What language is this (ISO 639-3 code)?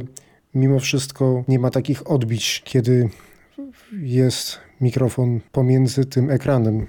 pol